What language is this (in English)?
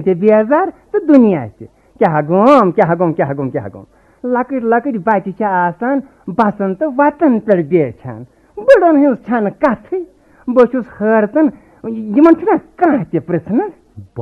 Kashmiri